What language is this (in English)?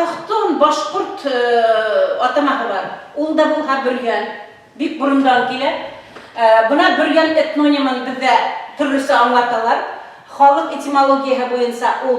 Bashkir